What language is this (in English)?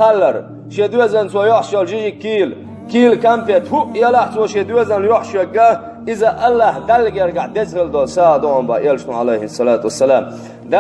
Chechen